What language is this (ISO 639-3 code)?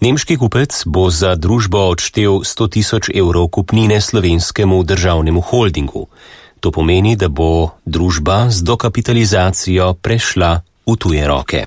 slv